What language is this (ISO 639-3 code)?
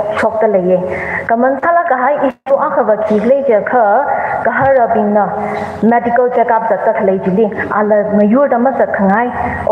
nmf